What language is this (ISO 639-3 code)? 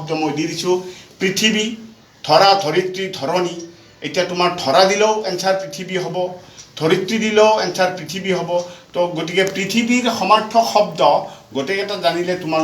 asm